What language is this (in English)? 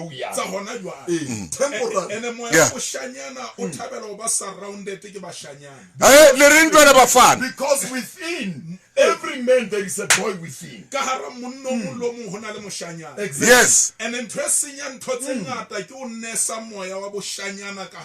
Southern Sotho